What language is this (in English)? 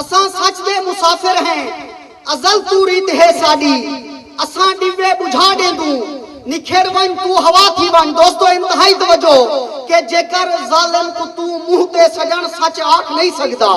Saraiki